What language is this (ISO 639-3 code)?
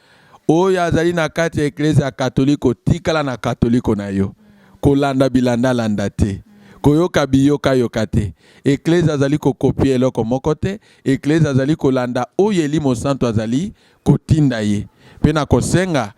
lin